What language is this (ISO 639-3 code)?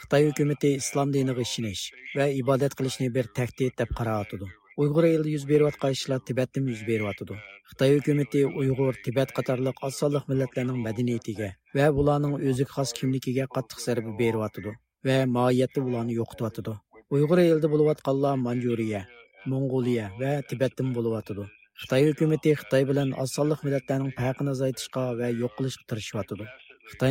uig